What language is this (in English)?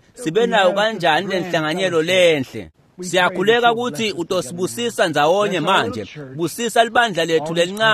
Swati